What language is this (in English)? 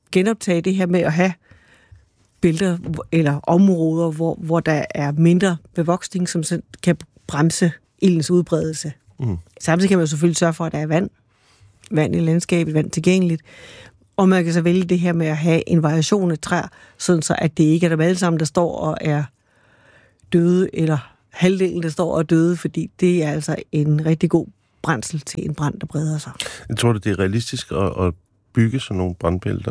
Danish